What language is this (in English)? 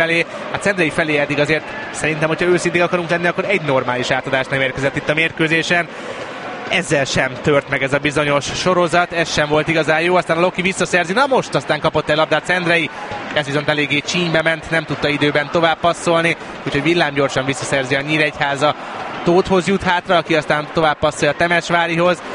Hungarian